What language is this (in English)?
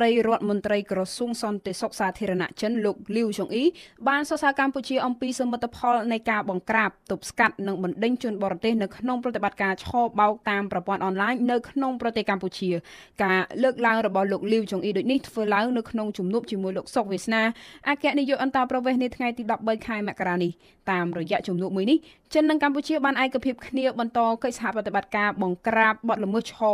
Khmer